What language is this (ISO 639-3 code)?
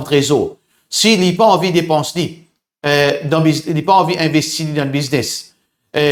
mfe